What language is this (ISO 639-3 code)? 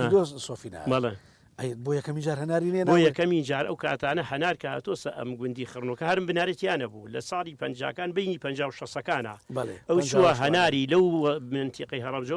ckb